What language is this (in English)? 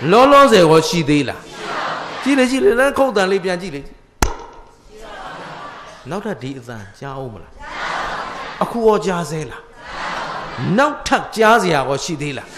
Burmese